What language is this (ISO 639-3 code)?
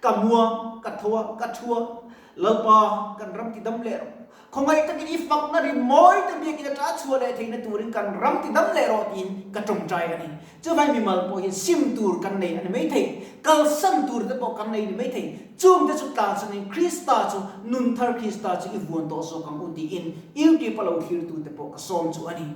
lus